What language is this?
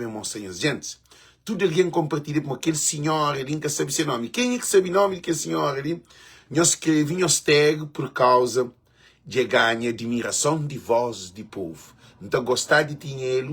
Kabuverdianu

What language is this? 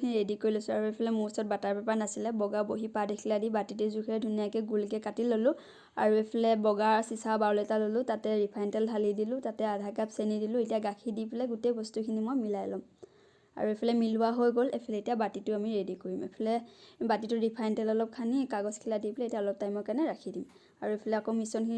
Assamese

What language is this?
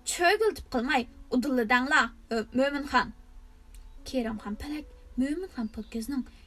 Uyghur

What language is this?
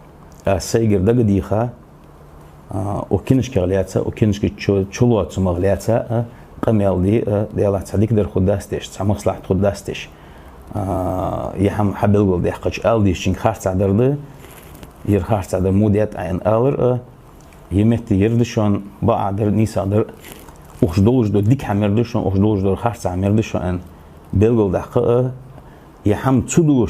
Ingush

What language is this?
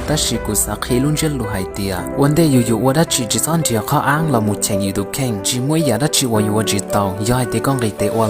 Hmong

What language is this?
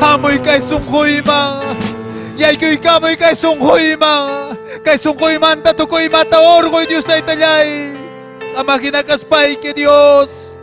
Ayacucho Quechua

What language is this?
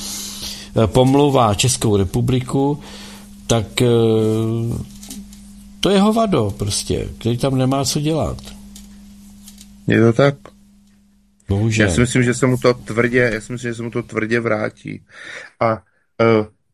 Czech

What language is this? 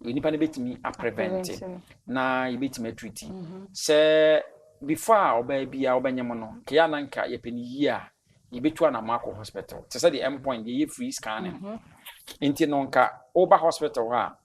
Akan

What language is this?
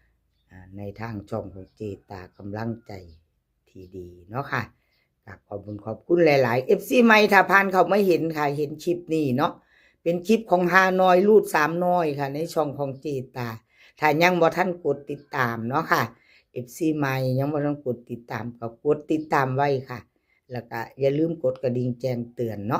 Northeastern Thai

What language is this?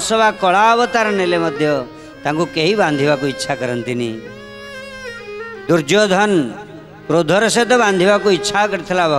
Odia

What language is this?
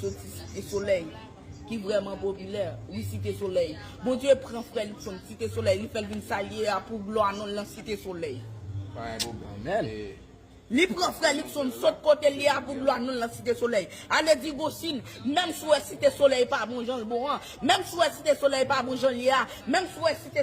Haitian Creole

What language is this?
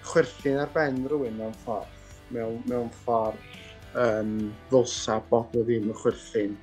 Welsh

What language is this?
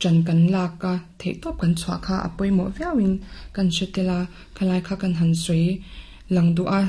Mizo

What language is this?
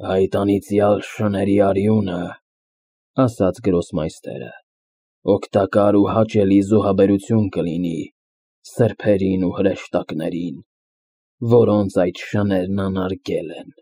Armenian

